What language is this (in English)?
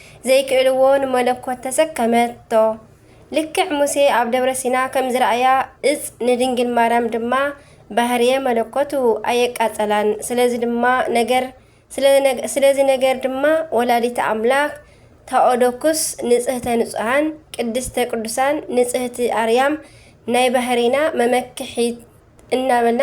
Tigrinya